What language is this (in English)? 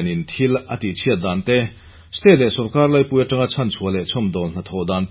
Mizo